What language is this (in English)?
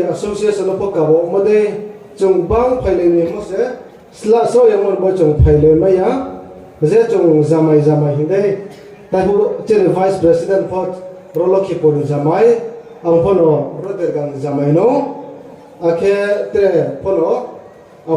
Riang (India)